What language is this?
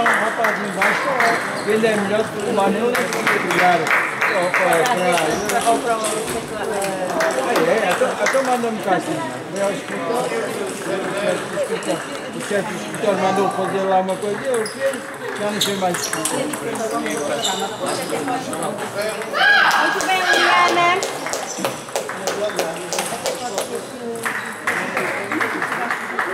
Portuguese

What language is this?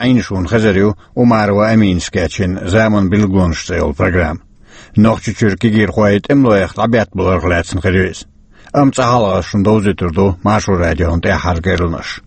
Chechen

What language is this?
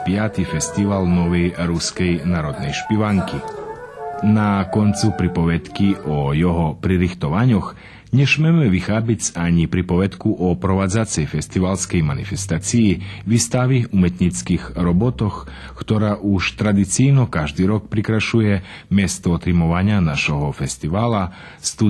Rusyn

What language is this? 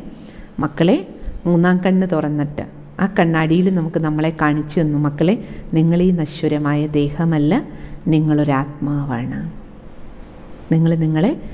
Malayalam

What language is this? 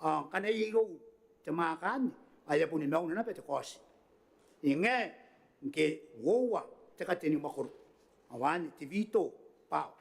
Gilbertese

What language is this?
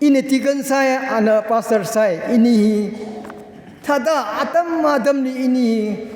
Tangkhul Naga (India)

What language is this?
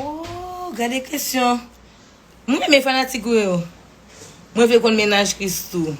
Haitian Creole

